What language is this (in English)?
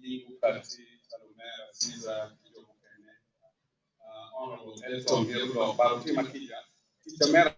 Acoli